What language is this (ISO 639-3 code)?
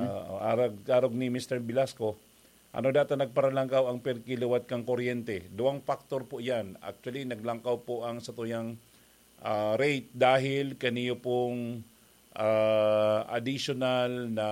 bik